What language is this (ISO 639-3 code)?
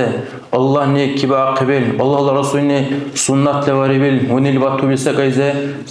dar